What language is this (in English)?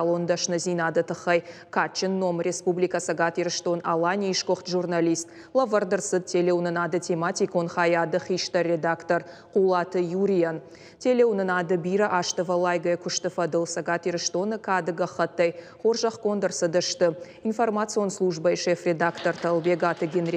Ossetic